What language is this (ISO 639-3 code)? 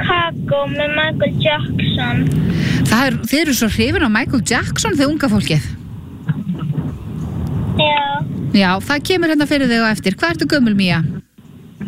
isl